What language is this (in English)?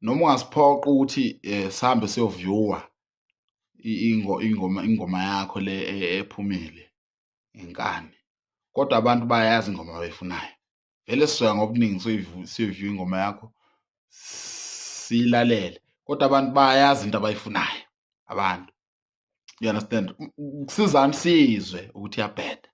Zulu